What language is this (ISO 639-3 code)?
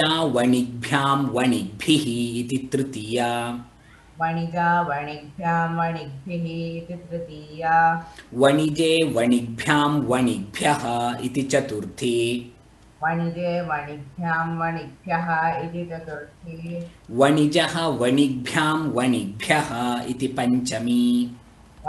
san